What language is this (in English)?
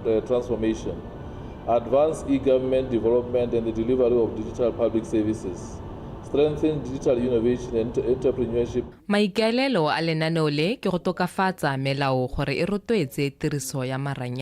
Tswana